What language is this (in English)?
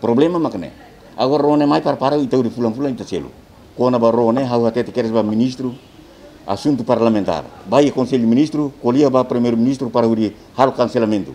Tetum